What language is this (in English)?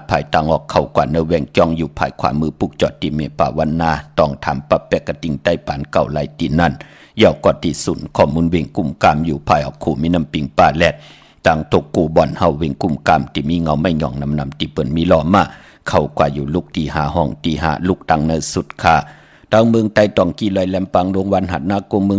Shan